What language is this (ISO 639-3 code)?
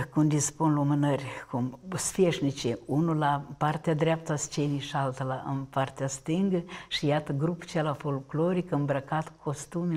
ron